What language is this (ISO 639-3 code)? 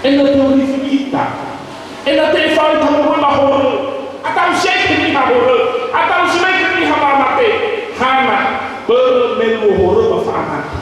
nia